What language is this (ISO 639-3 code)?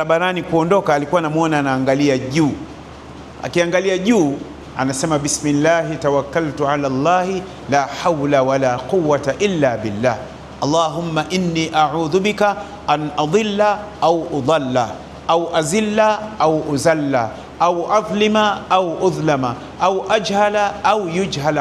swa